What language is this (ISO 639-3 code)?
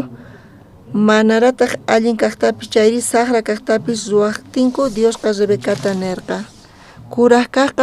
quh